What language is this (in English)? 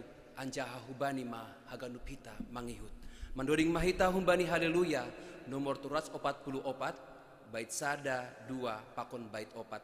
Batak Simalungun